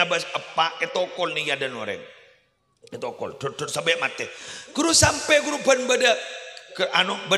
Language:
Madurese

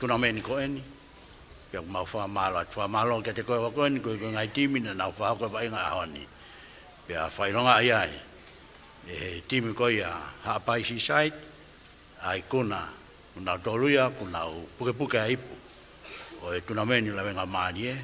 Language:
Tongan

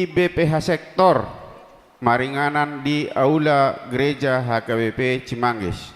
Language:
Batak Toba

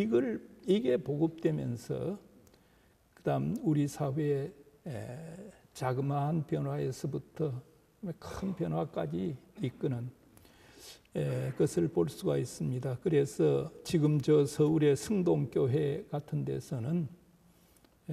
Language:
Korean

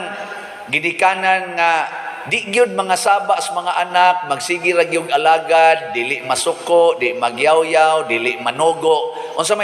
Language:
Cebuano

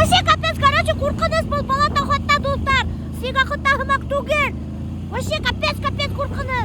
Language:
Bashkir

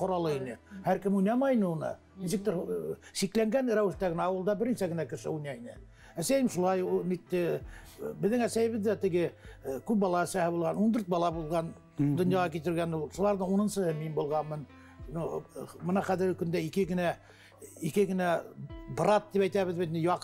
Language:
Bashkir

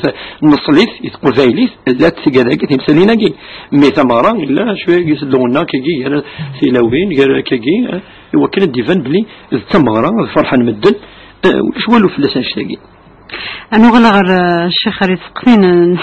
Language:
Kabyle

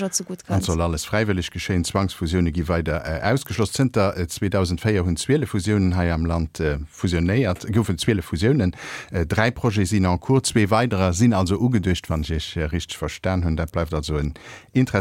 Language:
Luxembourgish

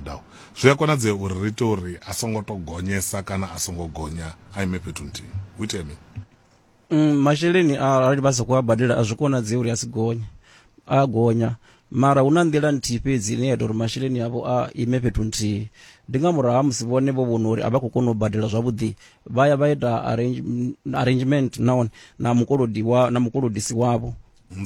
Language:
Venda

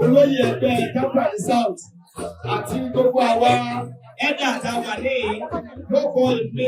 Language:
Yoruba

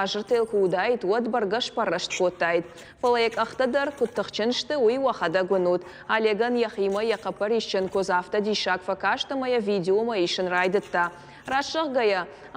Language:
Ossetic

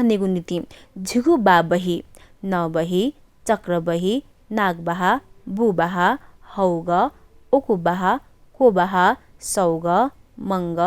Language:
Newari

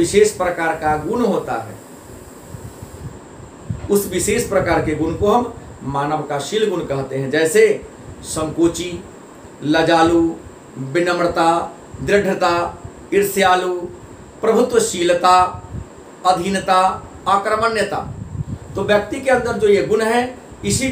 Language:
Hindi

